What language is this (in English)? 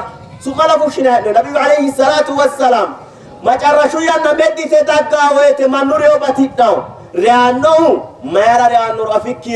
Sidamo